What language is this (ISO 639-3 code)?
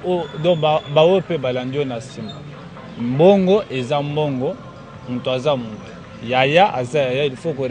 lin